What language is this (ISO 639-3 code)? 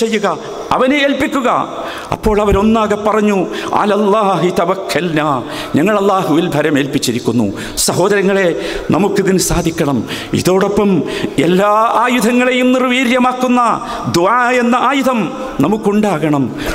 mal